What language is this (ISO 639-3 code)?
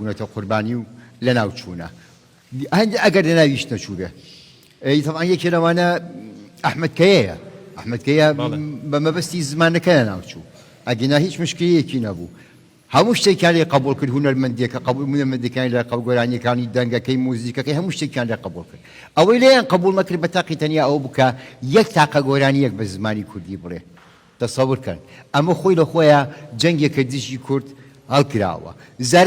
ckb